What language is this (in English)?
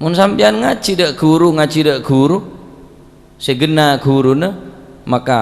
Madurese